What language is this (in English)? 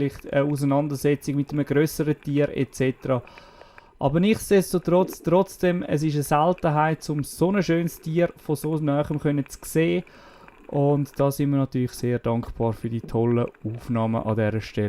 Swiss German